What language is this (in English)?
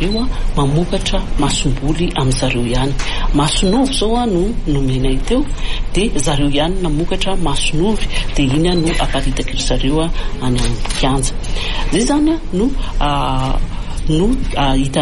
Malagasy